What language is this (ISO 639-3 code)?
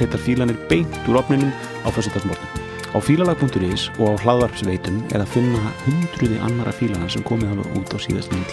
isl